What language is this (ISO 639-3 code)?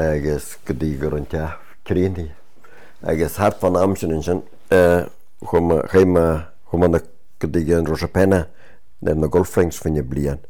gle